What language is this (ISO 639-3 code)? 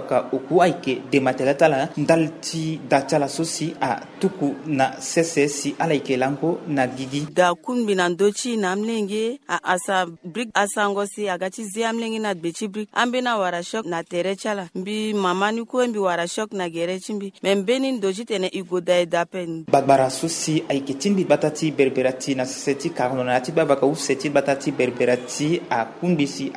sag